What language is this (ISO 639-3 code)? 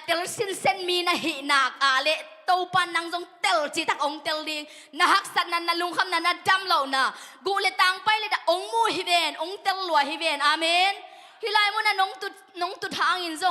ctd